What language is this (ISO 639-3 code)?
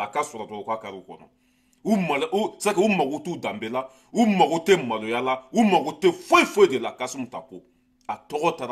bam